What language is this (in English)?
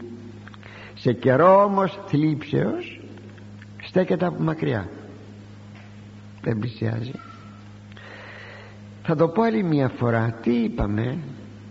Greek